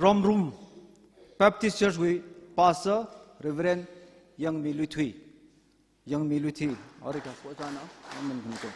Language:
Tangkhul Naga (India)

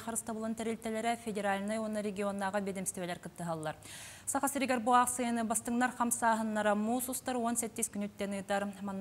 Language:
Yakut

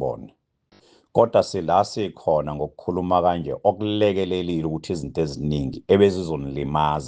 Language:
Zulu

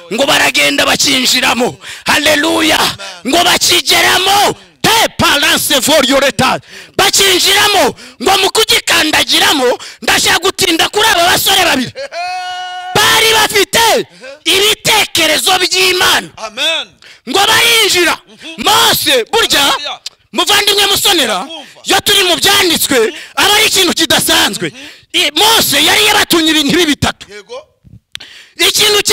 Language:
Kinyarwanda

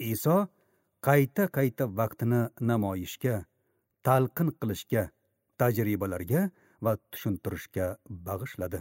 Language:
Uzbek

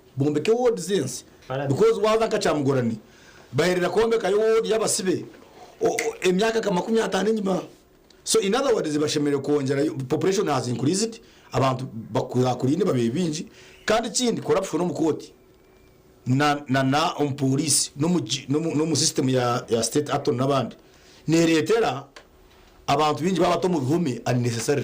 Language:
Nyankole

